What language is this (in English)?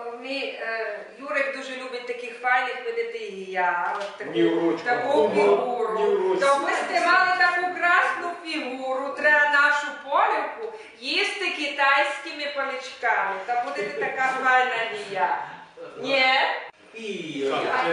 Rusyn